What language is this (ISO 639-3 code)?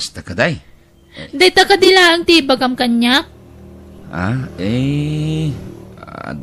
ilo